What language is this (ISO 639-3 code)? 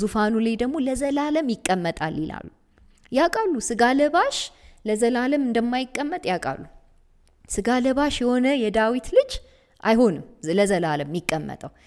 amh